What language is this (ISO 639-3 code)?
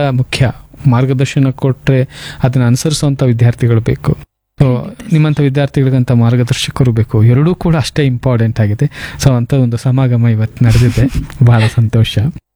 kan